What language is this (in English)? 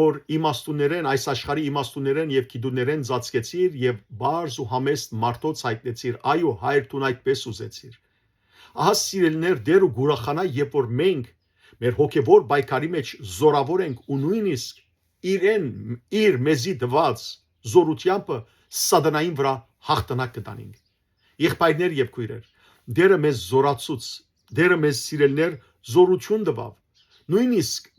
Western Armenian